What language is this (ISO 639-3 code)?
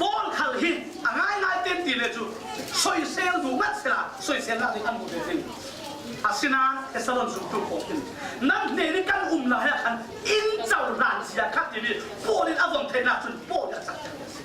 cfm